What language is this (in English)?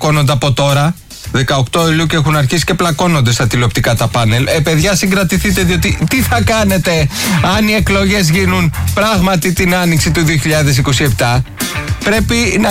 Greek